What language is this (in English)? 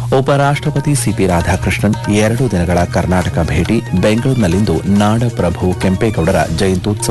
Kannada